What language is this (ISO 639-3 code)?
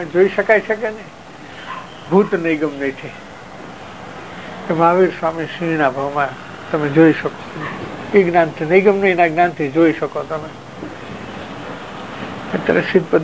guj